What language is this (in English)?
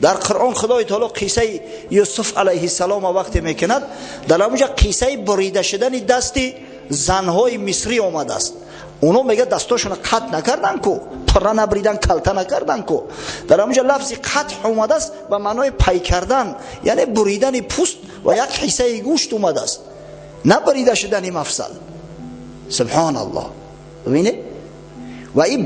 Tajik